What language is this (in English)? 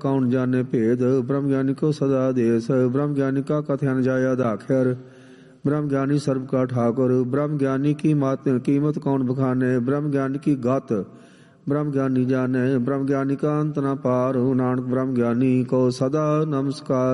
Punjabi